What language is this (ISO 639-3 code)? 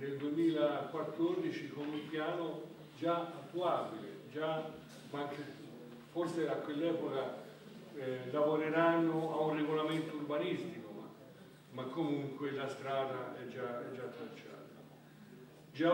ita